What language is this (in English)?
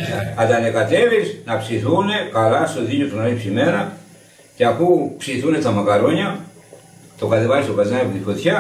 Greek